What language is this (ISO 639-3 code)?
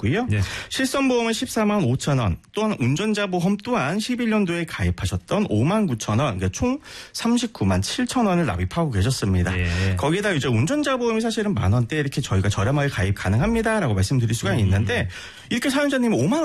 kor